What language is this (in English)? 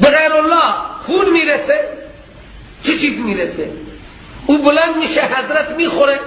Persian